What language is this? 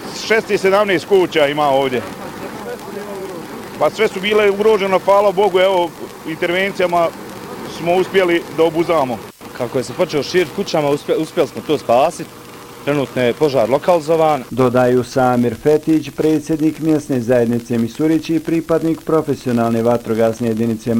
Bosnian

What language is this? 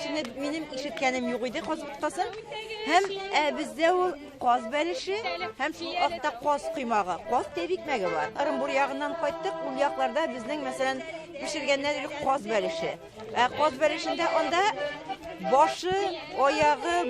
Tatar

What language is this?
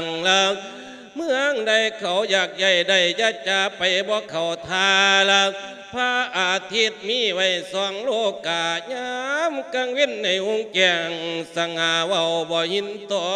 Lao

